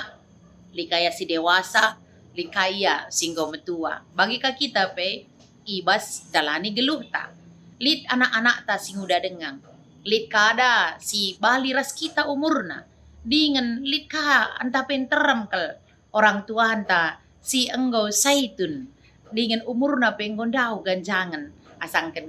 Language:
Batak Karo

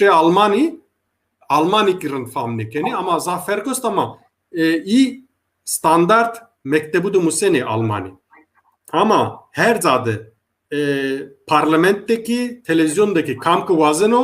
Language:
Zaza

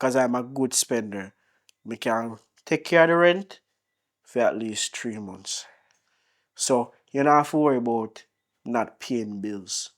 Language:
Jamaican Creole English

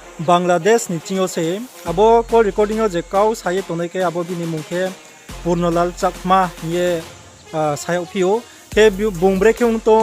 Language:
Riang (India)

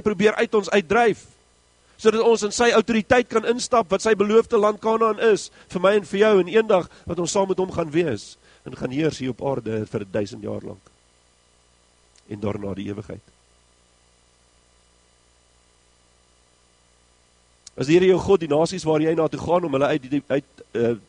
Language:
Afrikaans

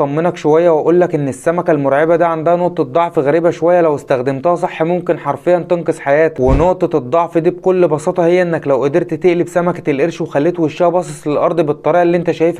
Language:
Egyptian Arabic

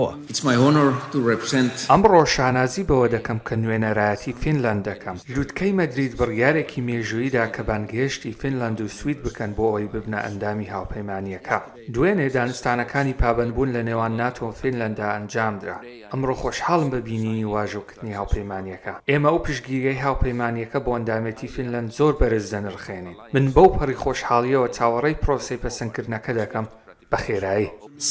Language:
Central Kurdish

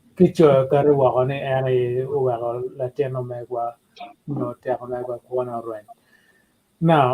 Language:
Acoli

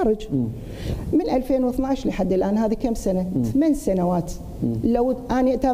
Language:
Mesopotamian Arabic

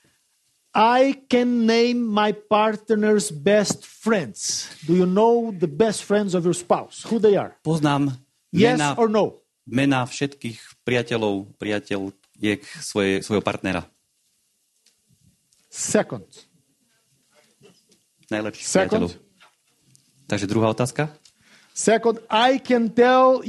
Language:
Slovak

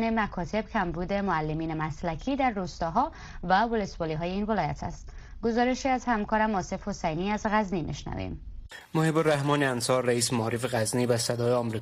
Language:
Persian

